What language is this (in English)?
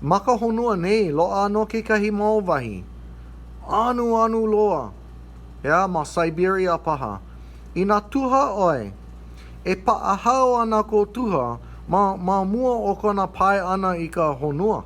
Hawaiian